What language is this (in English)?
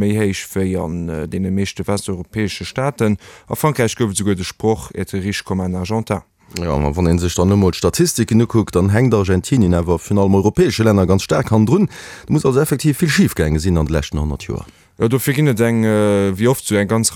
Luxembourgish